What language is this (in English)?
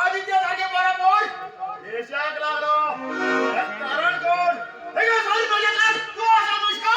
Konkani